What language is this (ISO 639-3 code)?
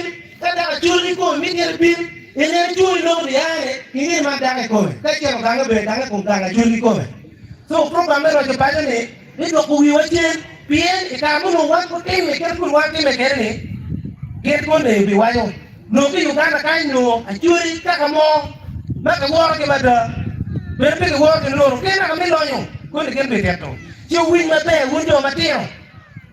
ach